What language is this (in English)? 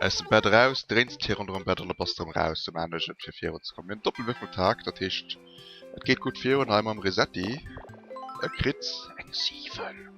Luxembourgish